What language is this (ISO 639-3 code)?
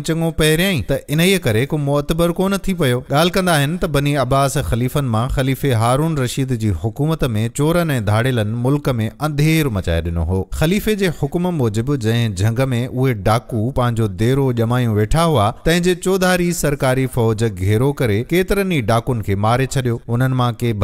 snd